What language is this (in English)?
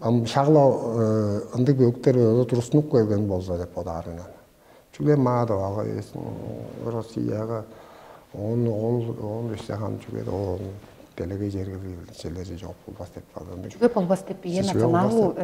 Tuvinian